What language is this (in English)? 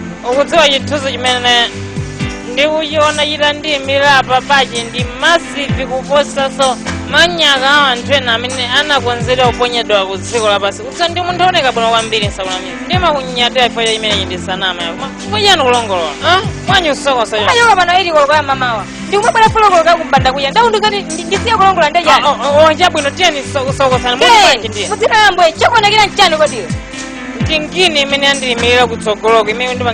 Nyanja